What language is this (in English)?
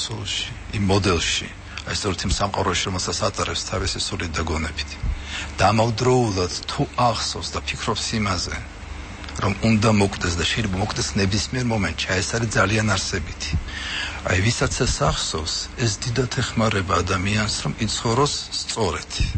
Georgian